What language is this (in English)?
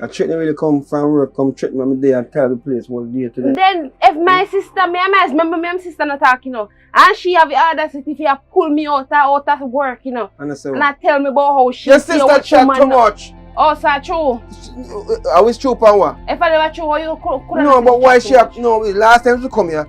Jamaican Creole English